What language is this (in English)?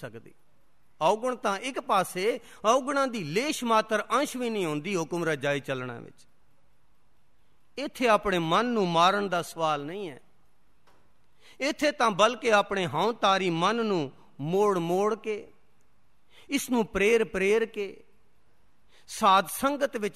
Punjabi